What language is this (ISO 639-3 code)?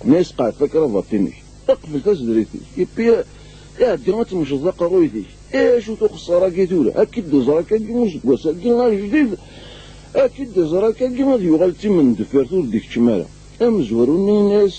kab